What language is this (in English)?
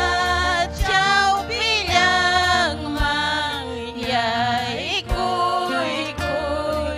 Ayacucho Quechua